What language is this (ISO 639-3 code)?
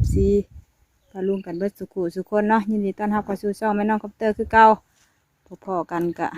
tts